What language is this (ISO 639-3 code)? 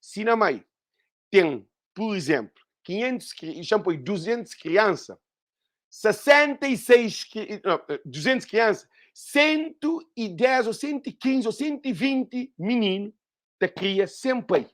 kea